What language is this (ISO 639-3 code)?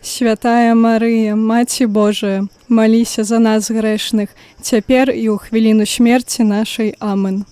bel